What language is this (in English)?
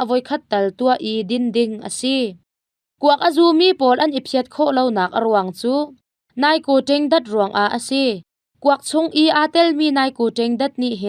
Hakha Chin